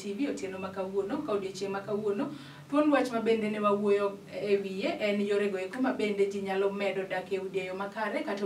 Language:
Luo (Kenya and Tanzania)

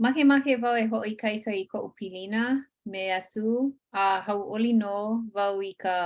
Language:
Hawaiian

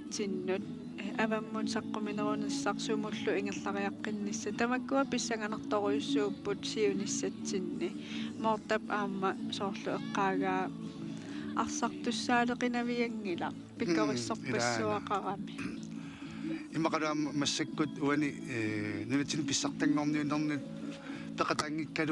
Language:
Kalaallisut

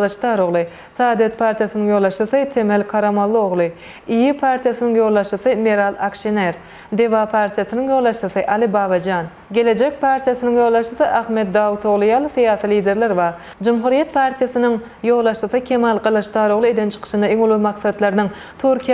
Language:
Turkmen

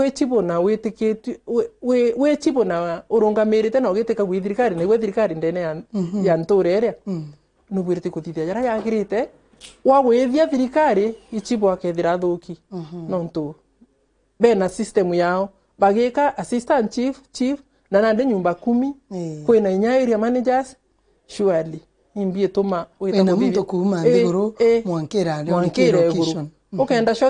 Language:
Meru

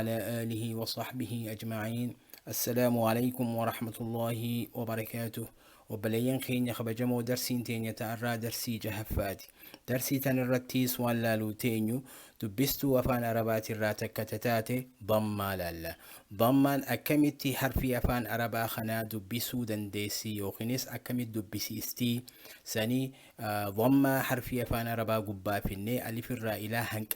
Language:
Oromo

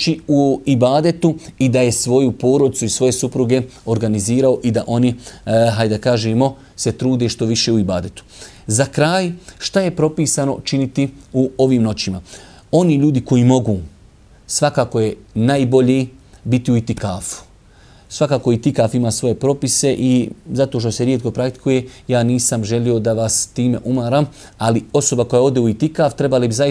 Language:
Bosnian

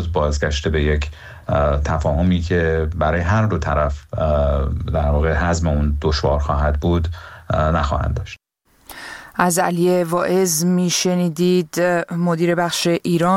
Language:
Persian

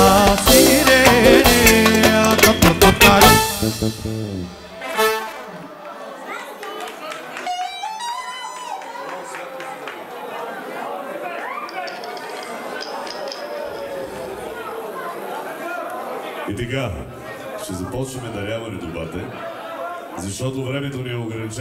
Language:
Bulgarian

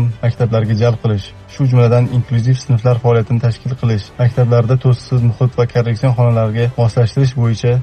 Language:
Uzbek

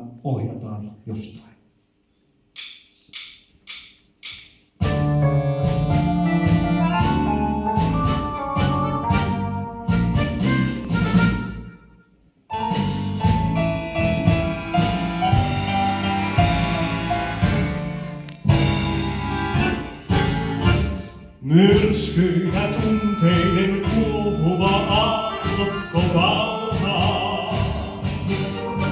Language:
Finnish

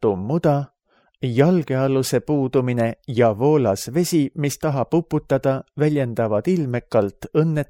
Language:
Estonian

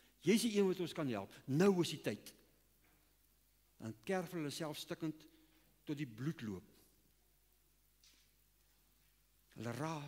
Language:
Afrikaans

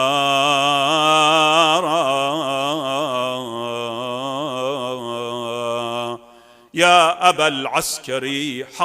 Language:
Mesopotamian Arabic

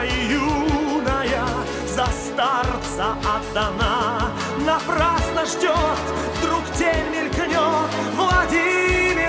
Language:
Russian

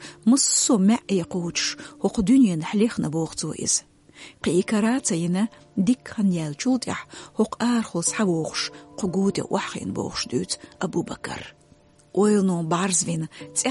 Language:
Chechen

